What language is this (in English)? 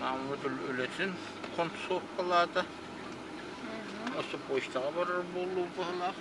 Yakut